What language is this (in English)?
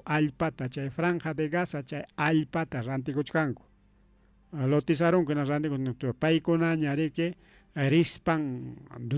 Ayacucho Quechua